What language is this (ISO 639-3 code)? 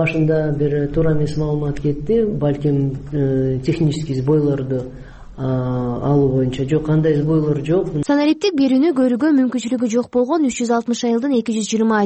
kir